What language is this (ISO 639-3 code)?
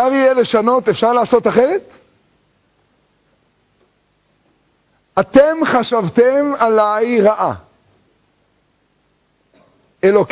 heb